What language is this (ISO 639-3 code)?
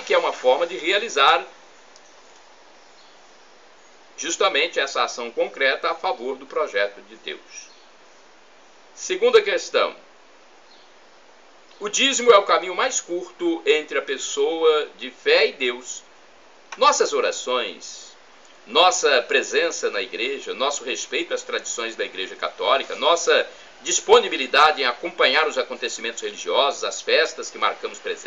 por